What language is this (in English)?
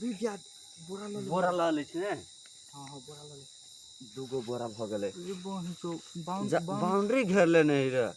Maithili